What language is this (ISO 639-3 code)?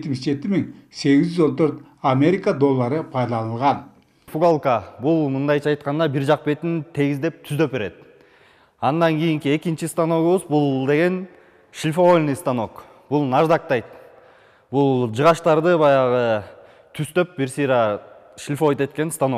kir